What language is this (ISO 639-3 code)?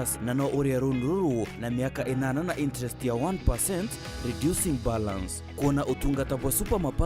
mer